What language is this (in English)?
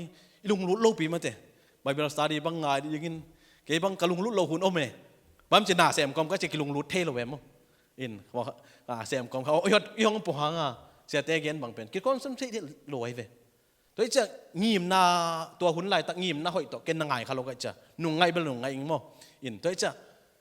Tedim Chin